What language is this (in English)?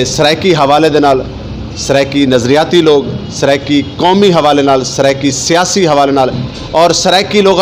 Saraiki